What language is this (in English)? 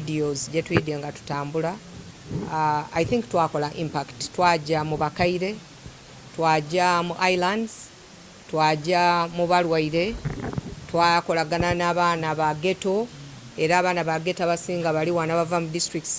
Soga